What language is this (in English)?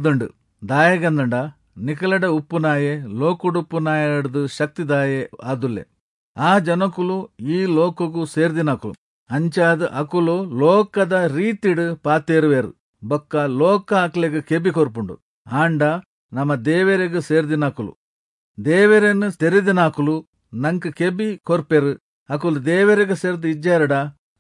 Tulu